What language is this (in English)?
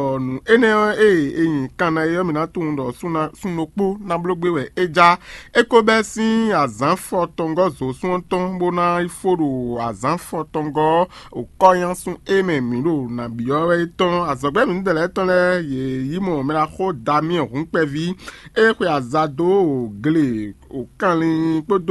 Fon